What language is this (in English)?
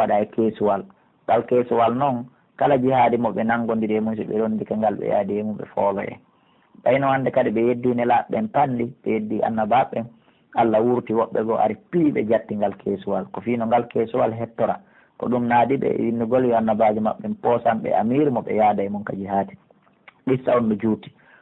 Pular